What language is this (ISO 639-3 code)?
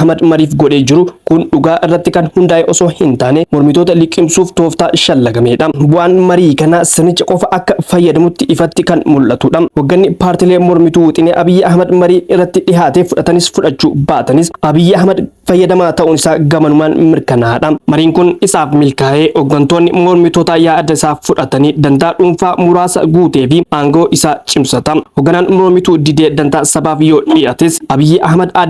orm